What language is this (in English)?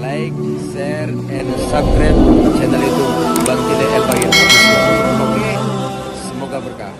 Betawi